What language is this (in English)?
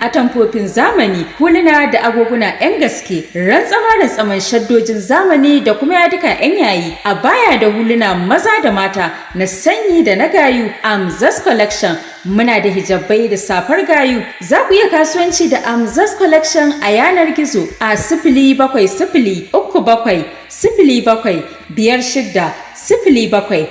Hausa